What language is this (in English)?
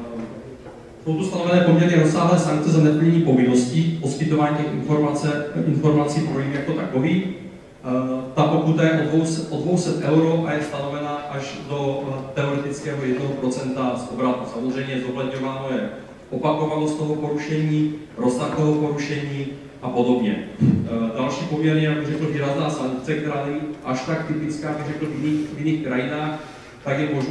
Czech